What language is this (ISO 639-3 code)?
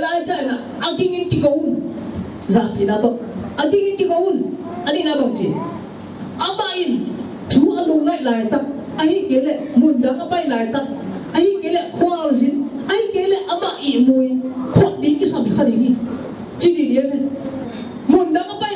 ctd